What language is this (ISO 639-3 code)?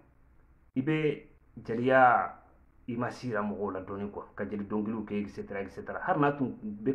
bam